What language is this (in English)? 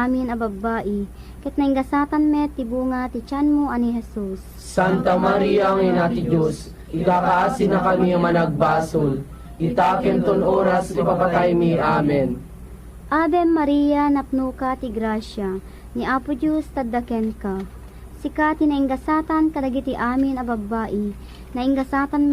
Iloko